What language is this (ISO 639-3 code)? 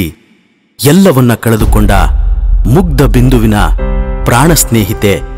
kan